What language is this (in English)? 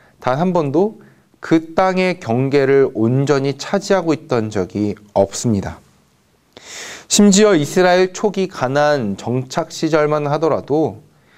Korean